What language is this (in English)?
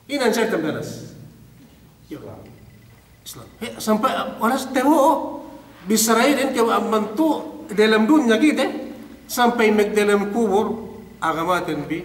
Yakan